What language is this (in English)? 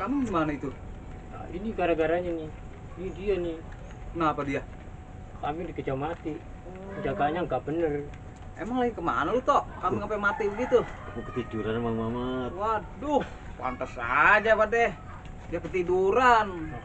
Betawi